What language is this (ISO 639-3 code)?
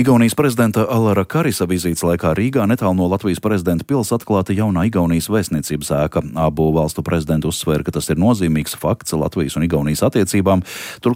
lav